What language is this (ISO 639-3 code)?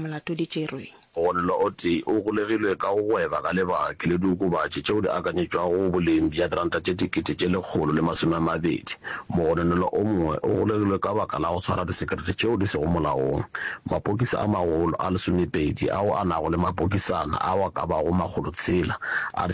nso